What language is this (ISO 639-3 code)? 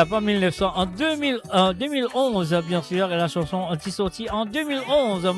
mfe